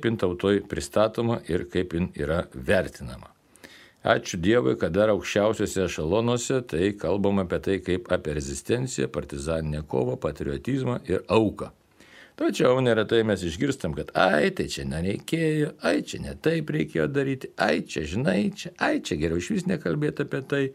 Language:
Lithuanian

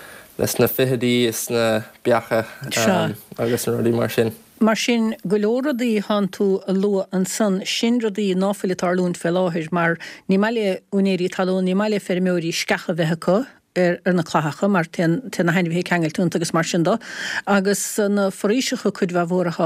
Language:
Irish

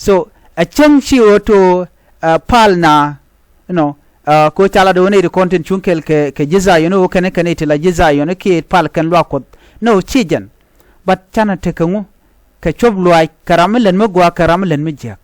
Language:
Nuer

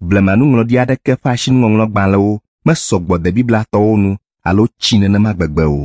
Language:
Ewe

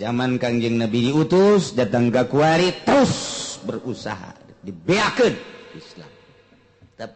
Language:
Sundanese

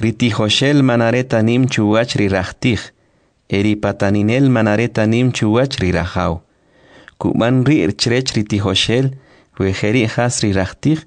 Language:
Kʼicheʼ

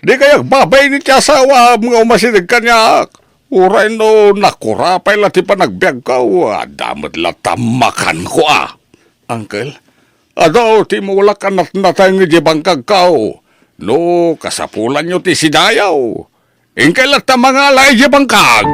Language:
Iloko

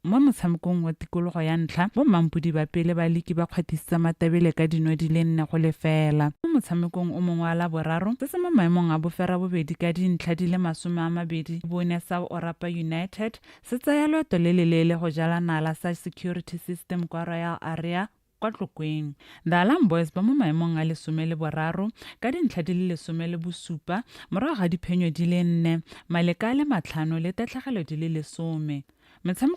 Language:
Tswana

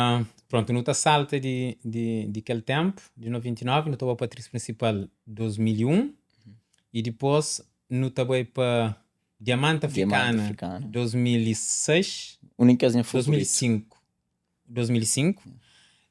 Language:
Kabuverdianu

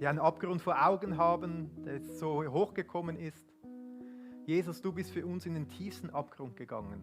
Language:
Swiss German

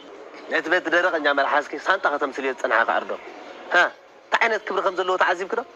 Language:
Tigrinya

